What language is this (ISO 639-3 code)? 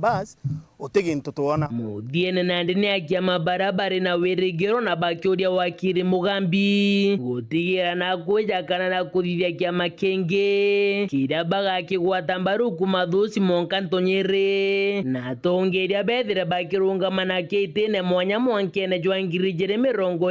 mer